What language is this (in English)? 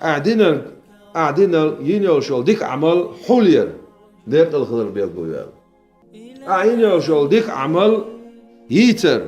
Chechen